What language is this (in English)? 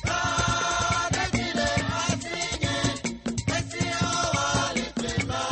Ewe